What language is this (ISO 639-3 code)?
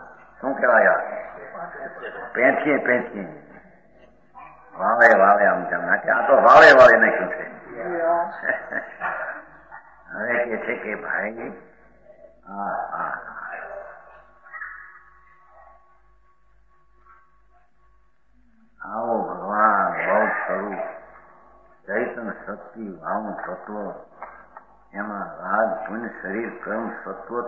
guj